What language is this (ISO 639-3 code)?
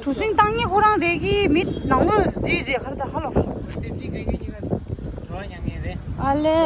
bod